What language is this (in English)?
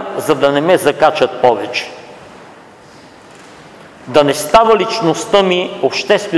Bulgarian